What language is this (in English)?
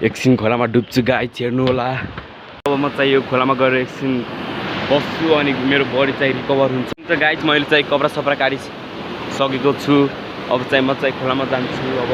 Nepali